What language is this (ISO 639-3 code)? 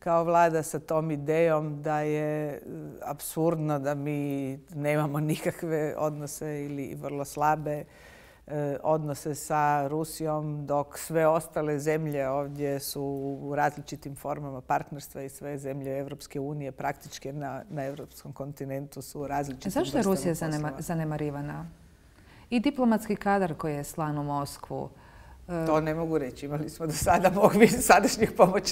bos